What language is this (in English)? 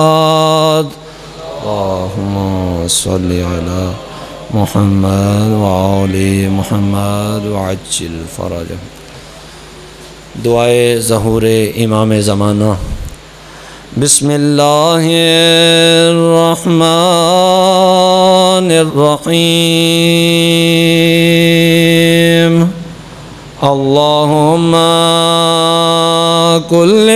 Urdu